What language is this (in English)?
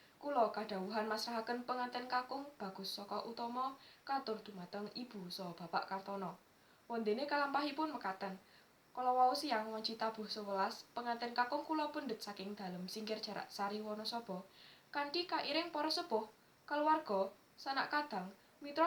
Javanese